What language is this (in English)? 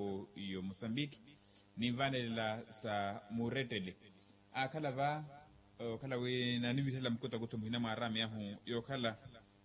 Makhuwa